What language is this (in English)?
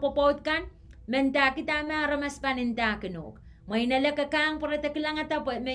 Pohnpeian